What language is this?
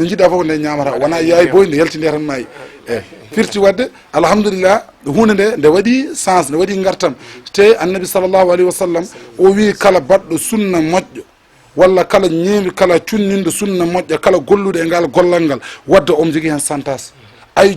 Fula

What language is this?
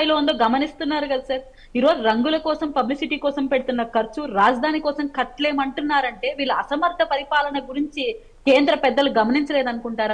Telugu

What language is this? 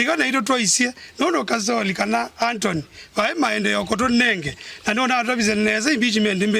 Kamba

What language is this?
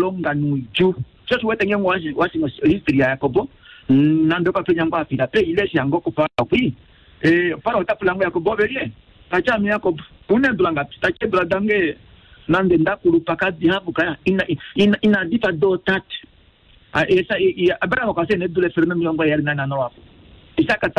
Kuanyama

